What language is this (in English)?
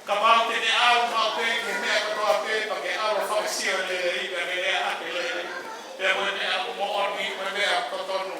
Tongan